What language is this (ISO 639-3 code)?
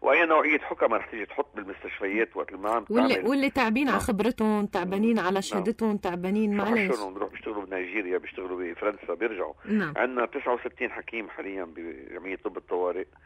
apc